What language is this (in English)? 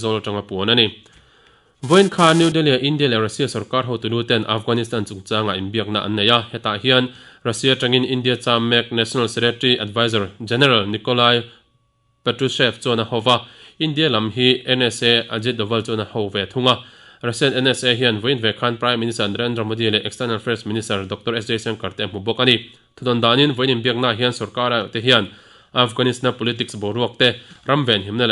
Mizo